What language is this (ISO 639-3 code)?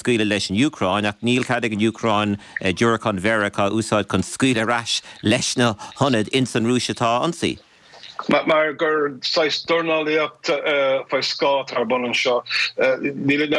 gle